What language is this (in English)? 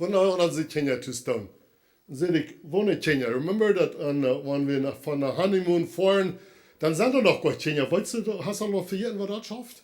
Plautdietsch